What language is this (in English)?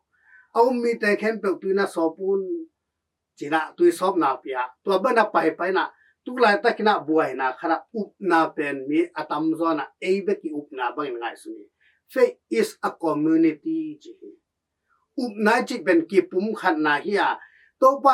Tedim Chin